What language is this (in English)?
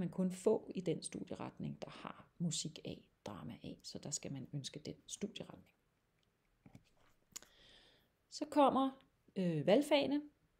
Danish